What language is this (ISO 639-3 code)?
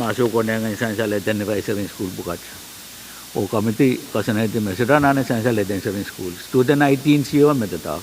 pon